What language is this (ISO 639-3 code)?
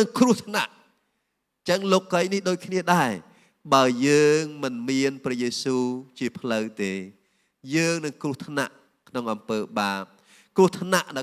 khm